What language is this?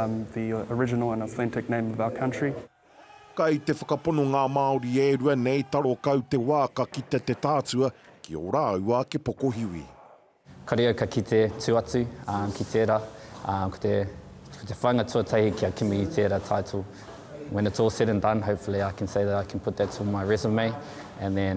Māori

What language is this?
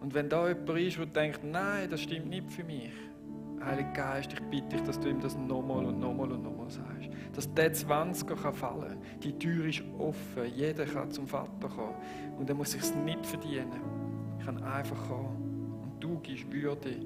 Swiss German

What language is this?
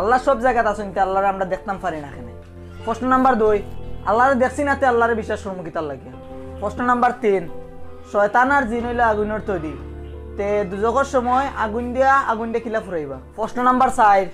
Sylheti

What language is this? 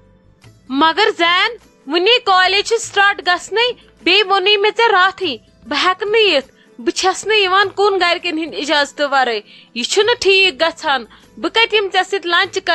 Kashmiri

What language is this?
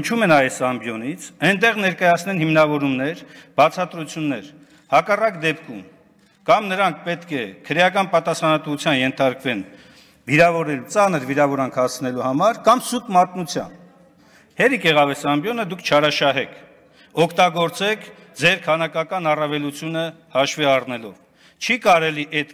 Armenian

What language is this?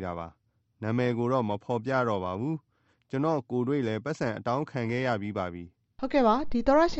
Burmese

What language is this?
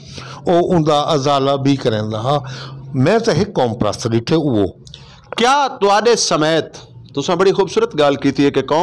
Saraiki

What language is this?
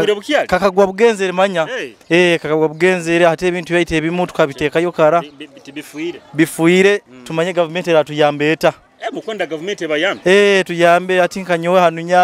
Nyoro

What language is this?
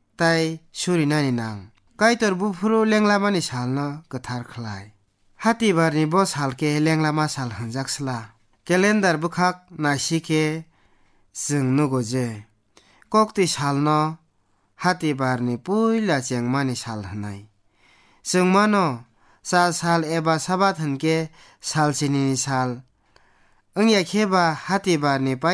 Kok Borok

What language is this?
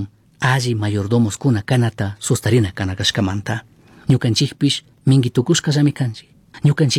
Chimborazo Highland Quichua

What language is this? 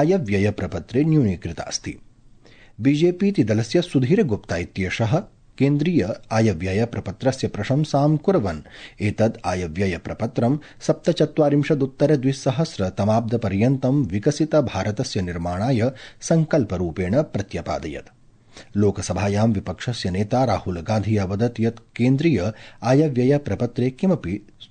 Sanskrit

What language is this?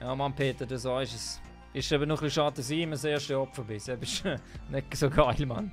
Swiss German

